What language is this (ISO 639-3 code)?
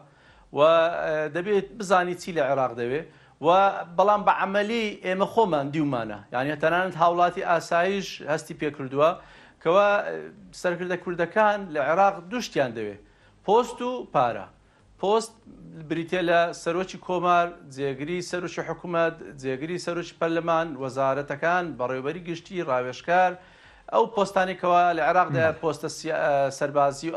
ckb